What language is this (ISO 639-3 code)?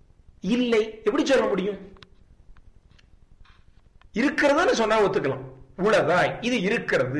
tam